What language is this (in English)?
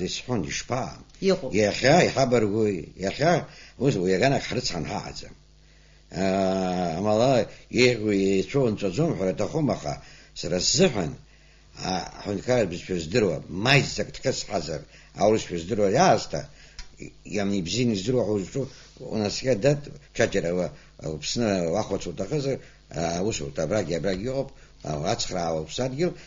Abkhazian